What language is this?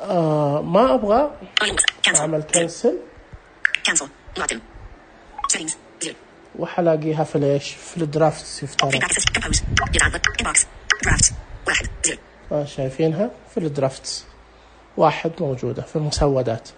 Najdi Arabic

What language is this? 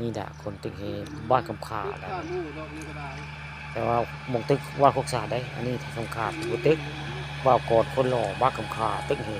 Northeastern Thai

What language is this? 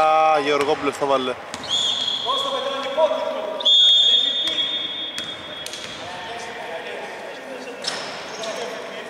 Greek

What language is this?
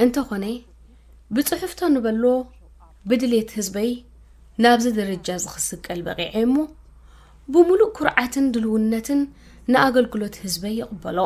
Tigrinya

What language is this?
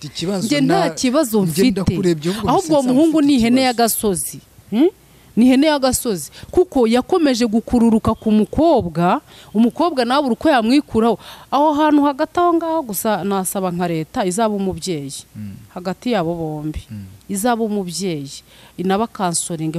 Kinyarwanda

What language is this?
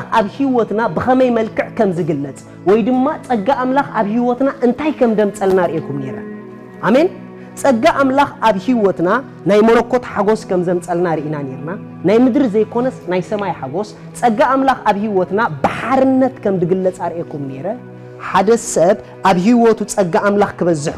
Tigrinya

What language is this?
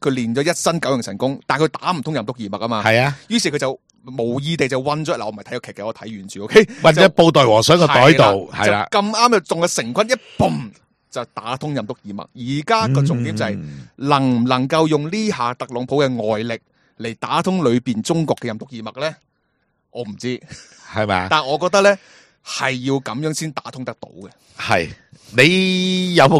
Cantonese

